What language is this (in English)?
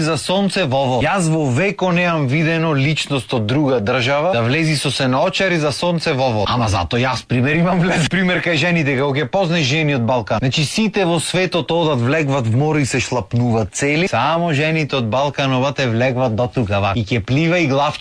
Macedonian